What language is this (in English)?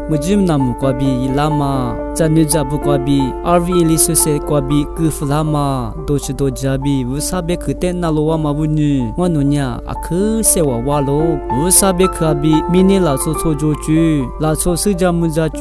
Lisu